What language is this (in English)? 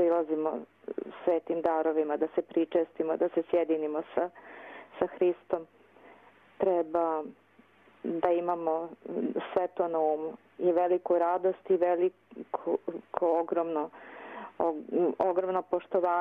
Serbian